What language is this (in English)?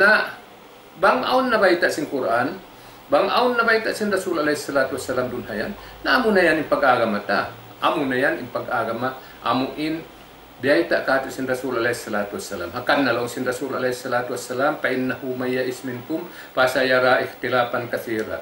Tausug